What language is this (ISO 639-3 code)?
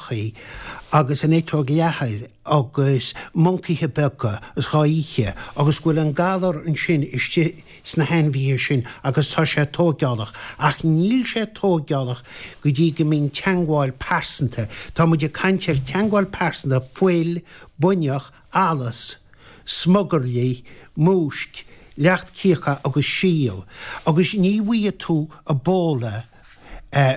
gle